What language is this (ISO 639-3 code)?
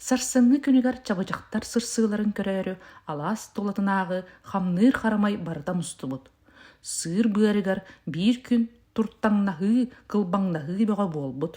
sah